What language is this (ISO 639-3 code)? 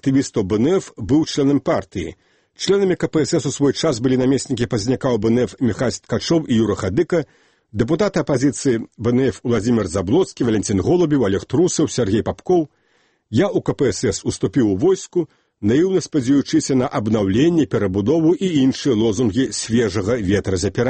bel